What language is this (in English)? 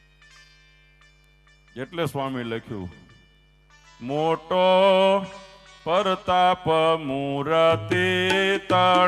Gujarati